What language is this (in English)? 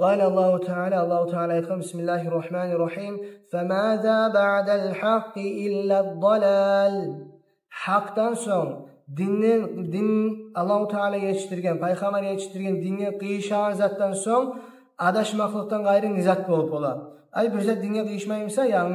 Kumyk